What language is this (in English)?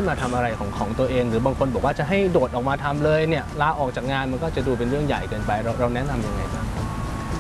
Thai